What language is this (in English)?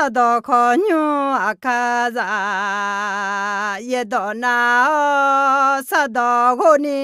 Akha